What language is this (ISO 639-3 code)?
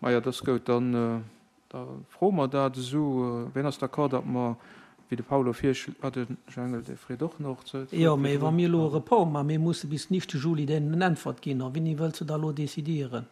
ltz